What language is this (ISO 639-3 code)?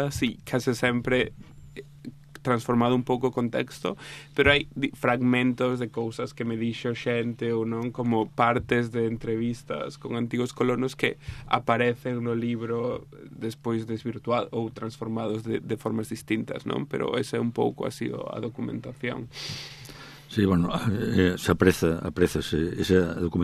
glg